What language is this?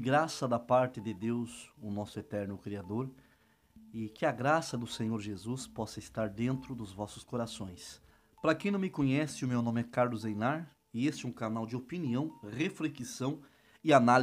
Portuguese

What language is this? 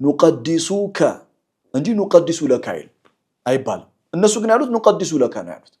Amharic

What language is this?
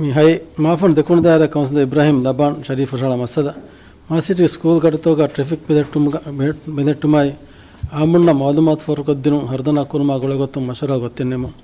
Divehi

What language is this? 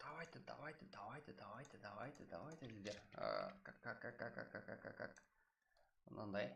Kara-Kalpak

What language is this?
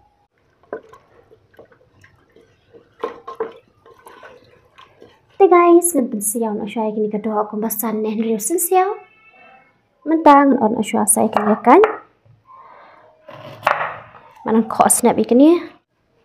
Khasi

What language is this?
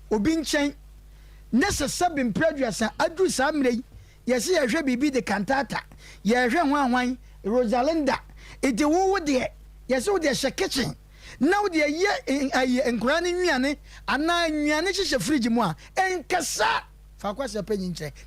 Akan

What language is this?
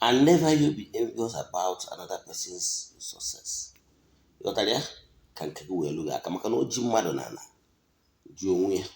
Igbo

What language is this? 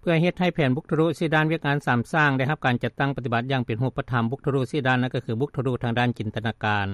Lao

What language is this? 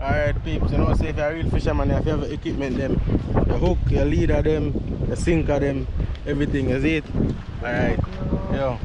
Jamaican Creole English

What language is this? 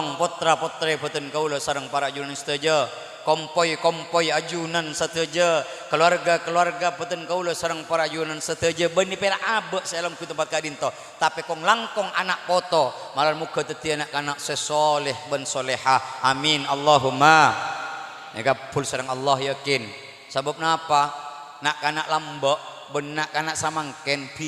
Madurese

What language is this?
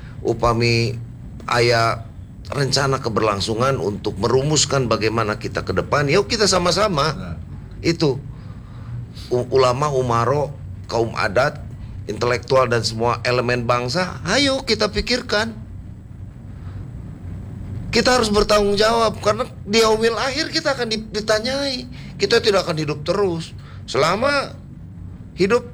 Indonesian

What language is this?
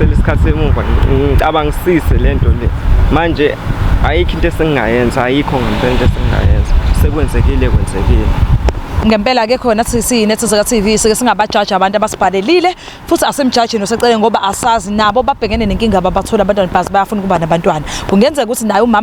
Zulu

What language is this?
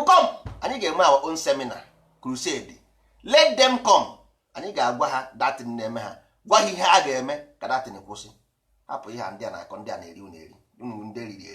Igbo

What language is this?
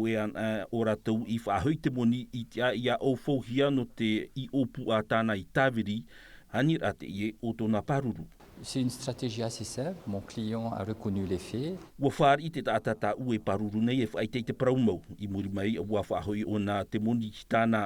Tahitian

